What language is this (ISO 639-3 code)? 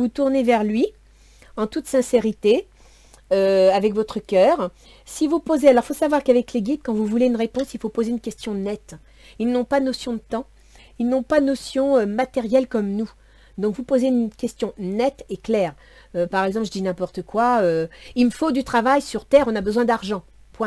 fra